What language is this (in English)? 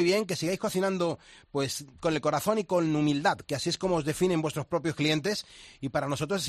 Spanish